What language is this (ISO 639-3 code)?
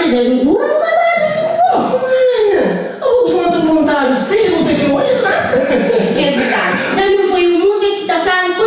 kea